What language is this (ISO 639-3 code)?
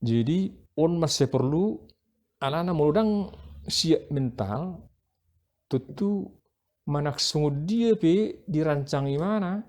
bbc